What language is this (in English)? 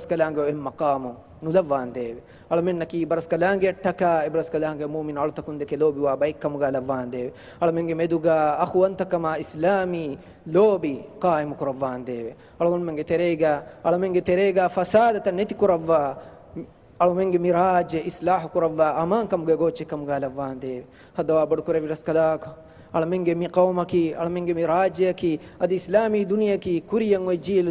Divehi